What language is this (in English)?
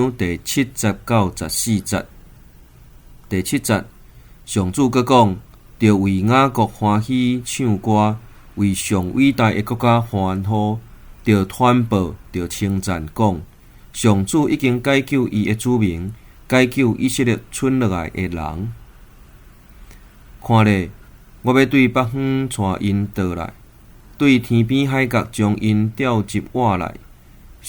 Min Nan Chinese